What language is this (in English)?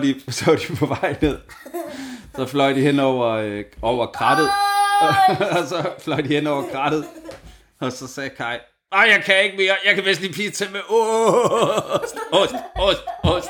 Danish